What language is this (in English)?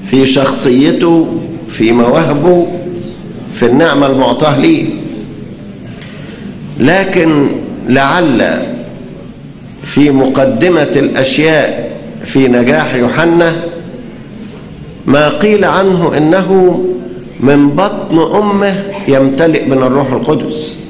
Egyptian Arabic